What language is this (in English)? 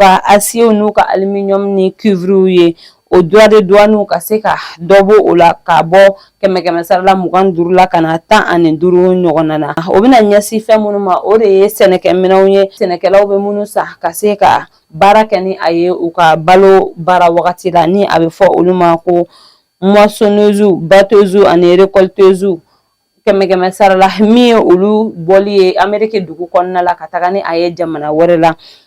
Bambara